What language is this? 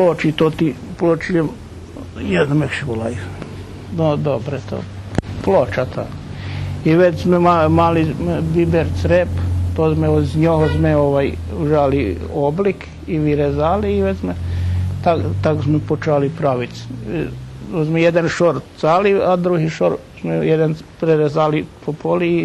Rusyn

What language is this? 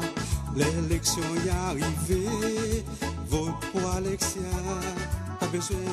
Seselwa Creole French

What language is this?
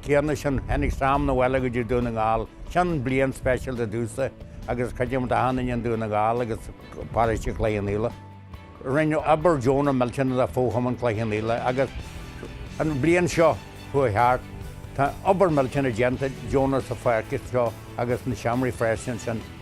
Irish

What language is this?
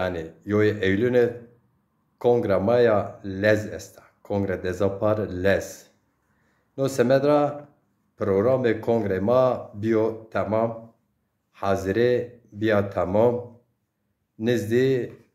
Zaza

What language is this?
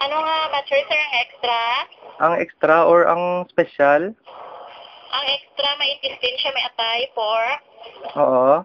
Hiligaynon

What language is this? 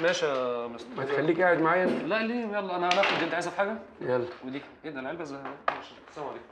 Egyptian Arabic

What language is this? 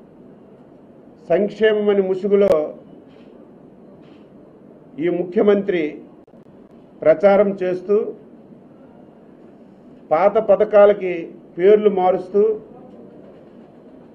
Telugu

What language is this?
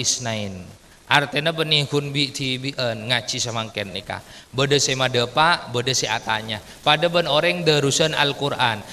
Madurese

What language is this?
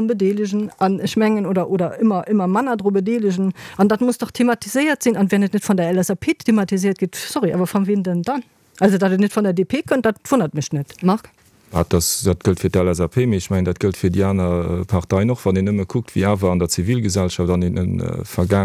Luxembourgish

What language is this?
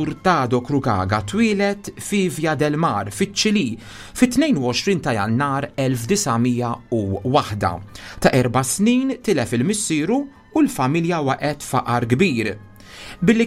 Maltese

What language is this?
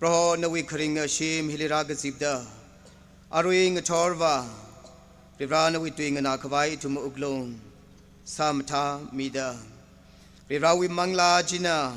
Tangkhul Naga (India)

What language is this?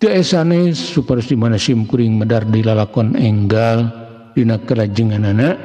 Sundanese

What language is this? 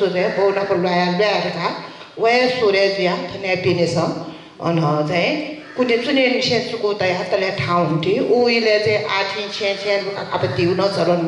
Newari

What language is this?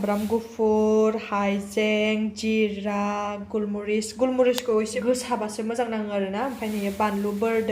Bodo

